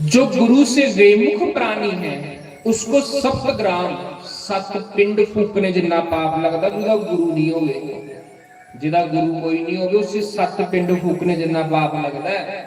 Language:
Dogri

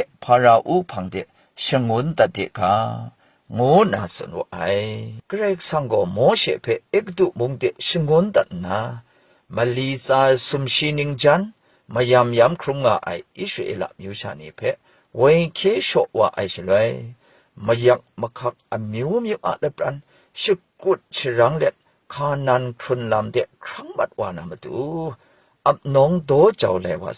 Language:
Kachin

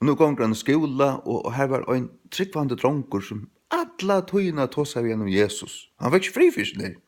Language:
Faroese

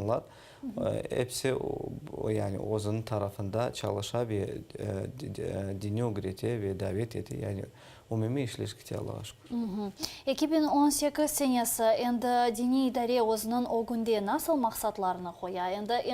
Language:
Crimean Tatar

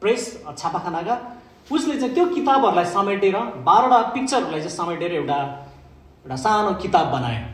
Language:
Nepali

